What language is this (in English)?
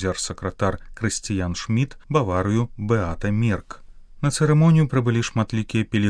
Belarusian